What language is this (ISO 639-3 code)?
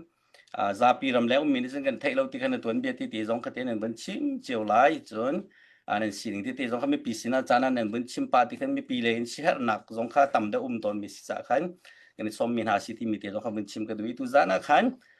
cnh